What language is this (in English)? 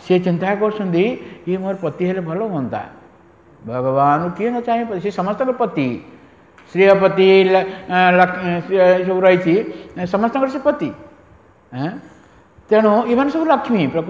Odia